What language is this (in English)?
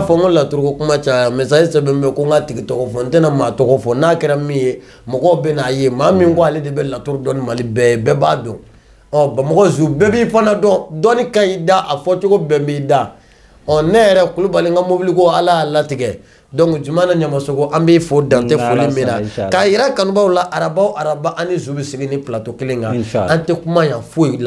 Bambara